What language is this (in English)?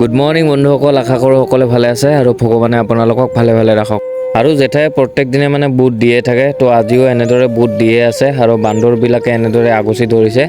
Assamese